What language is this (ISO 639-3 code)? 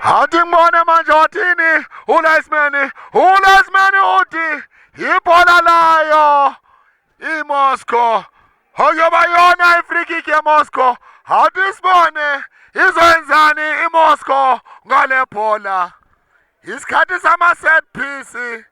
zul